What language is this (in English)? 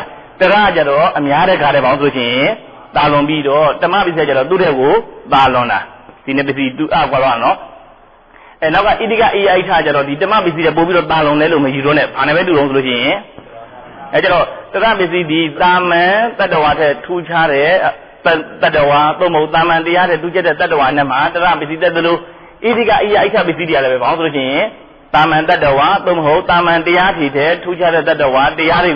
Burmese